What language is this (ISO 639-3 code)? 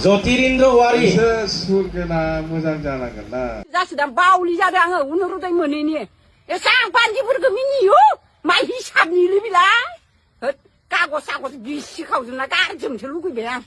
brx